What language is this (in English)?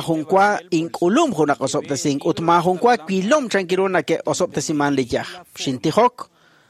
Kekchí